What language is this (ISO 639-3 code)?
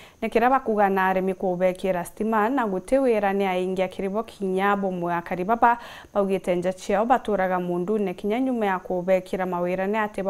mer